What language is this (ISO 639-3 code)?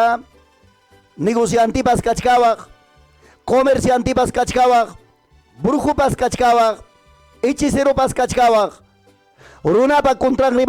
quy